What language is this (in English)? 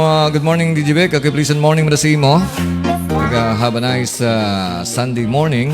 Hiligaynon